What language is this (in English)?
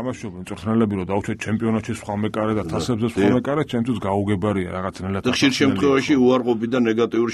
Georgian